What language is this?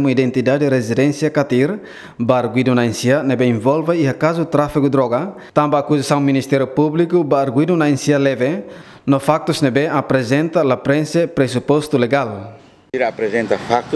Tetum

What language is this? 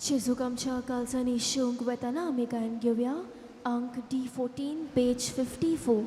Konkani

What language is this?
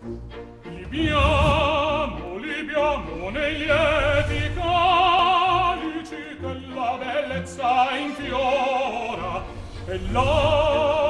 Italian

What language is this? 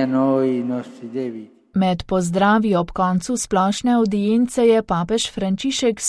Slovenian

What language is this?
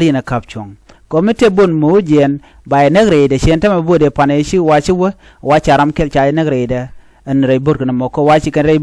Nuer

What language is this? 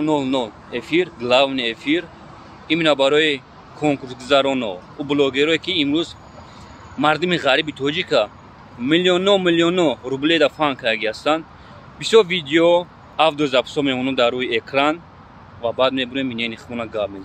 Tajik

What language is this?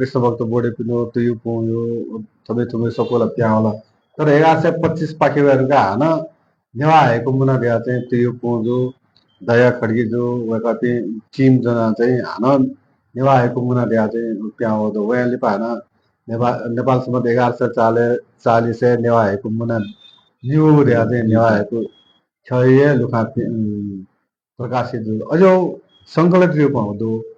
Newari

